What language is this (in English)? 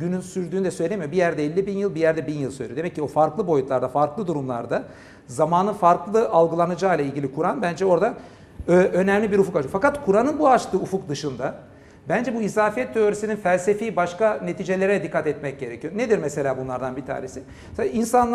Turkish